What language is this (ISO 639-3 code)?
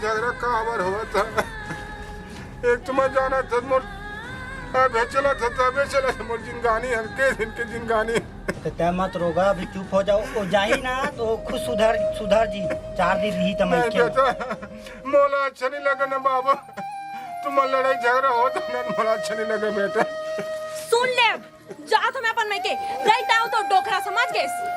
hne